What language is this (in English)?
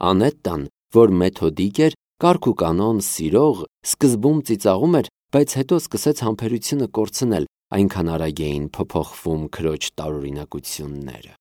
Armenian